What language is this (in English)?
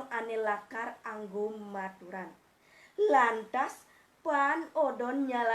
Balinese